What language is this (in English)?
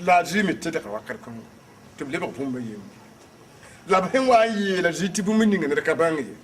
Mossi